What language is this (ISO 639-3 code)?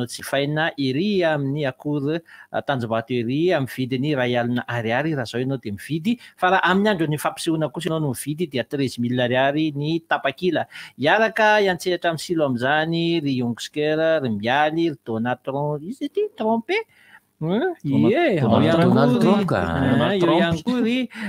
mlg